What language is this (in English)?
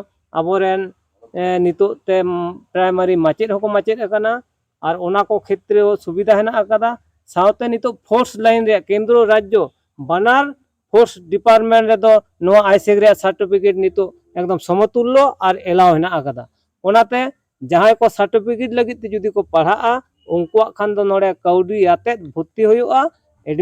Santali